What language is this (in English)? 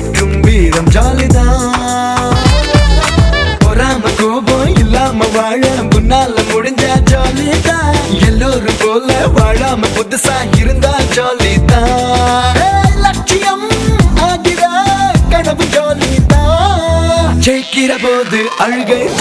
Tamil